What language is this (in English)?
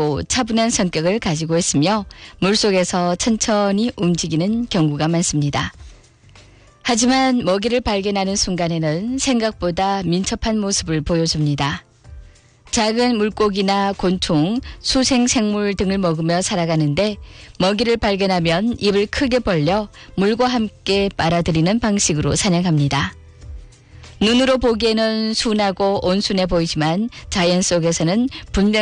Korean